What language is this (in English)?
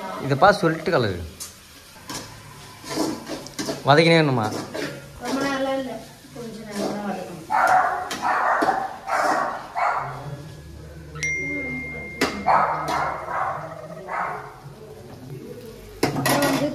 Tamil